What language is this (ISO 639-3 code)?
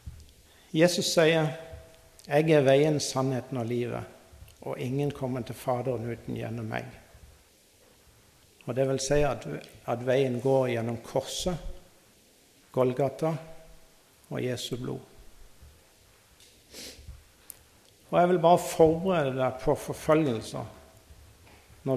nor